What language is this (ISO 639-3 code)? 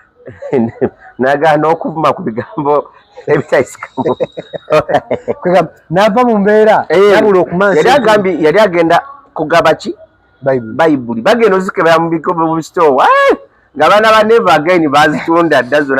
lug